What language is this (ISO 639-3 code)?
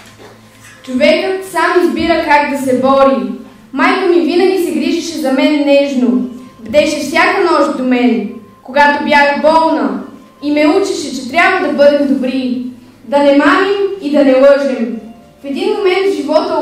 bul